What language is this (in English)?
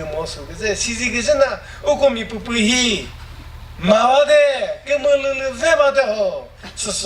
Chokri Naga